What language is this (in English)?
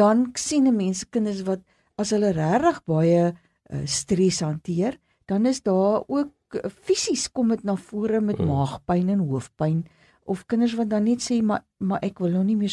Afrikaans